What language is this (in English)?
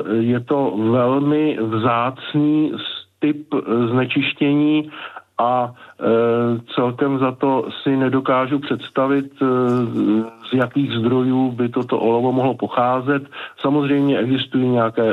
Czech